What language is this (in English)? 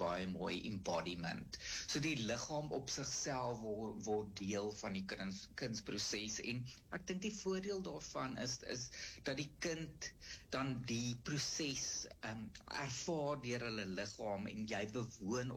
Afrikaans